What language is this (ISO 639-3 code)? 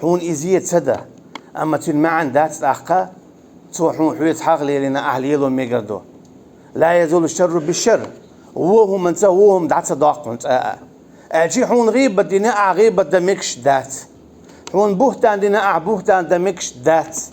che